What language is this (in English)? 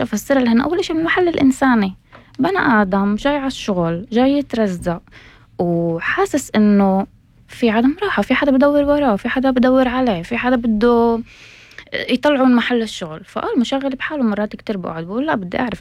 North Levantine Arabic